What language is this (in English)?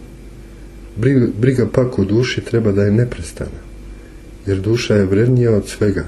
Serbian